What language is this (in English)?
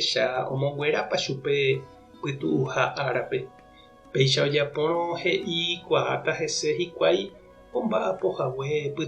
Guarani